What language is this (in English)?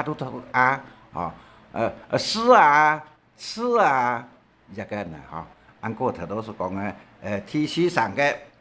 Hakka Chinese